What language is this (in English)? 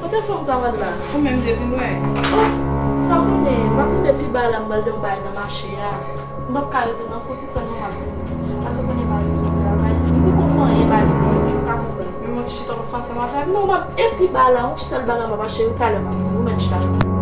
Haitian Creole